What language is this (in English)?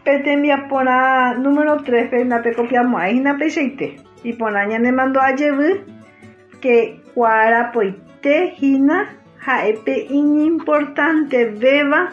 Guarani